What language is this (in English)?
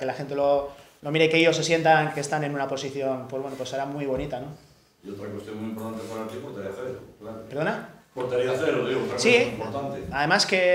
Spanish